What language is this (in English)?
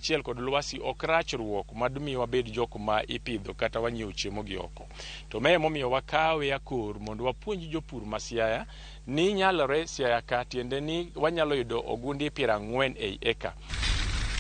Luo (Kenya and Tanzania)